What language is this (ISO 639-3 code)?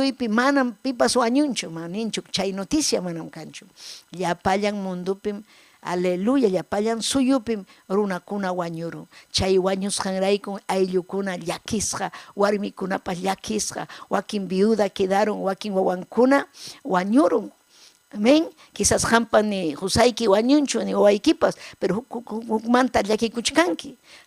quy